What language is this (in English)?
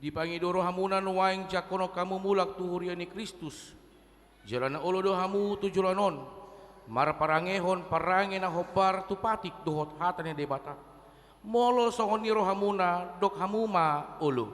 Batak Toba